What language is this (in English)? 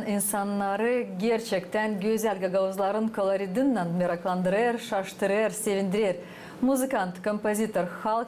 Gagauz